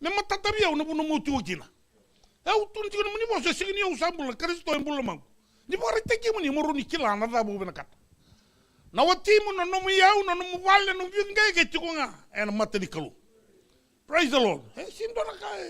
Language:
Fijian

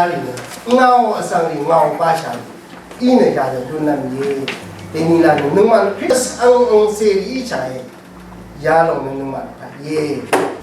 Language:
Rawang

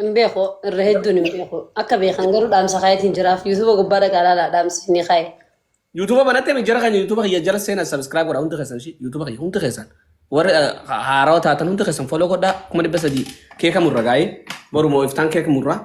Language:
Oromo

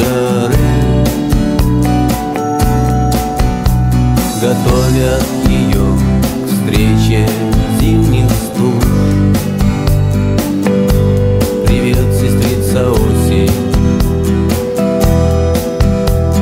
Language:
Russian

